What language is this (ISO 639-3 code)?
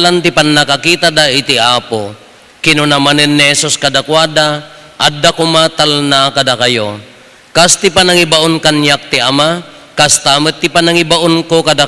ilo